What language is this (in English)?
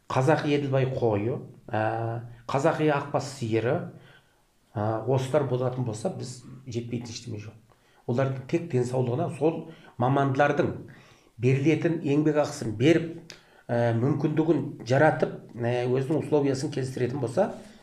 Kazakh